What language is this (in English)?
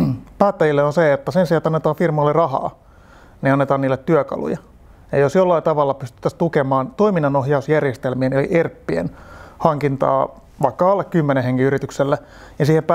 Finnish